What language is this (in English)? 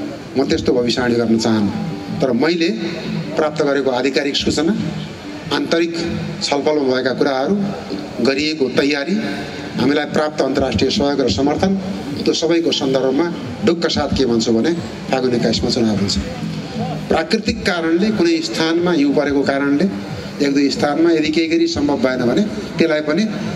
Nepali